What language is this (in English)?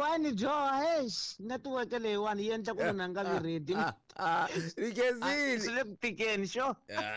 Tsonga